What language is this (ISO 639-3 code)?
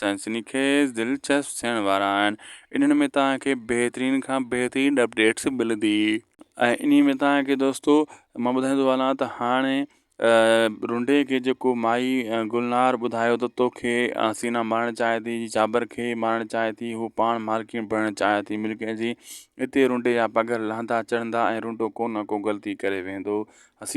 snd